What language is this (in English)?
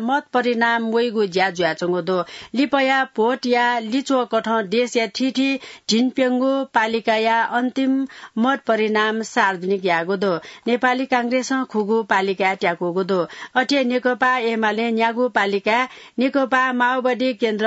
Newari